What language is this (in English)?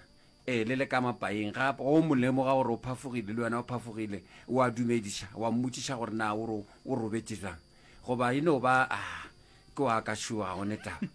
Northern Sotho